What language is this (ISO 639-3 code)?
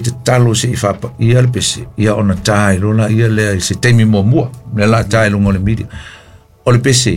smo